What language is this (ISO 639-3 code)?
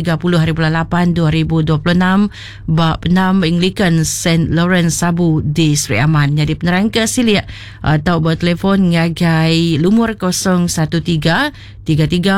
iba